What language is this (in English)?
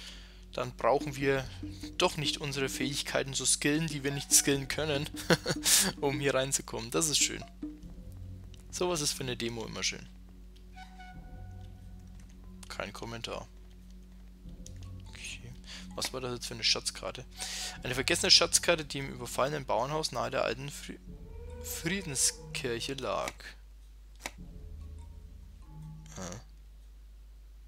German